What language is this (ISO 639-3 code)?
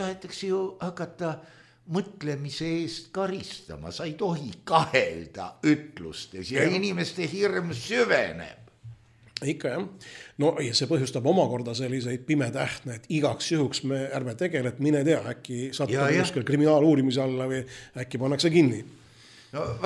est